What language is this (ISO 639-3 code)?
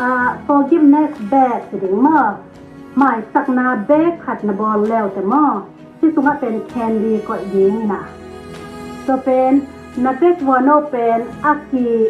ctd